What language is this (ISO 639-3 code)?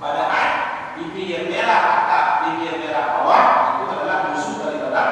ace